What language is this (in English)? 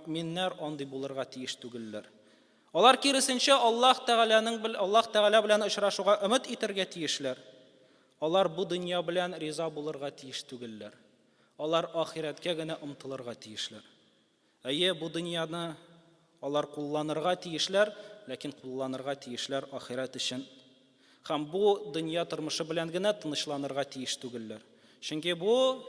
Tatar